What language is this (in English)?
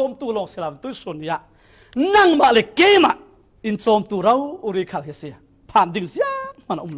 Falam Chin